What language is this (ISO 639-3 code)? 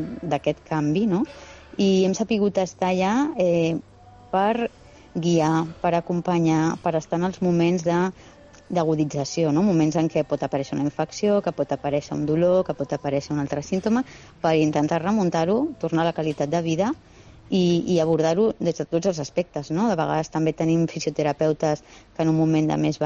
cat